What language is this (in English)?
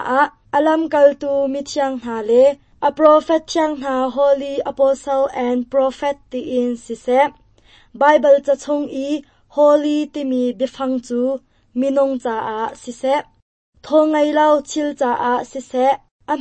Hakha Chin